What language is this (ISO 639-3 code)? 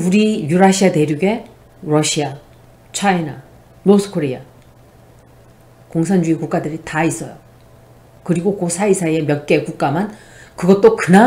kor